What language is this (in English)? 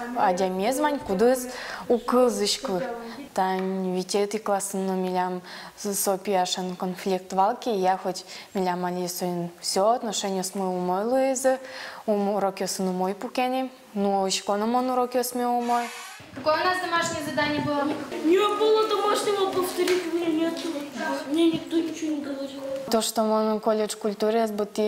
Udmurt